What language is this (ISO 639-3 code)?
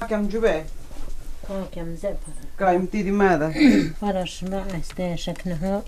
mto